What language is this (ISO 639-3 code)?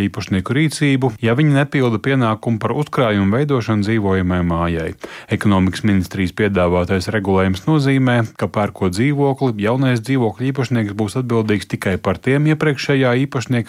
lav